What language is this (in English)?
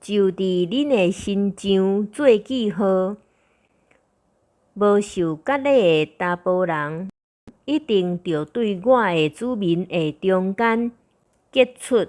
Min Nan Chinese